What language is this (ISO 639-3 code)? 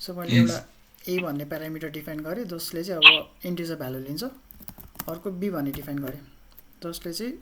nep